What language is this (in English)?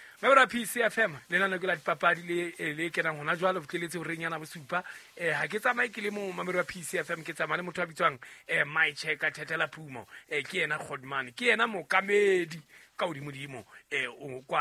Southern Sotho